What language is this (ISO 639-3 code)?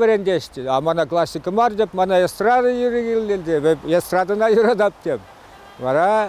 chv